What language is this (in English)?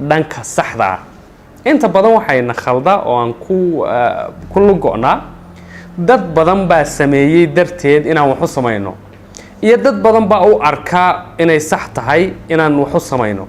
Somali